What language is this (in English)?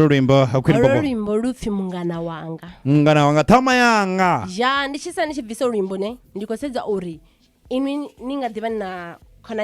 Venda